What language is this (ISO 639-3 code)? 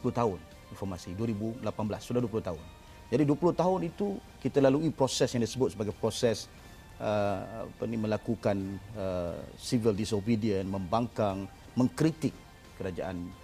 msa